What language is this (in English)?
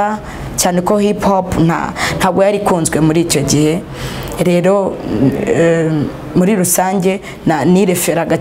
Kinyarwanda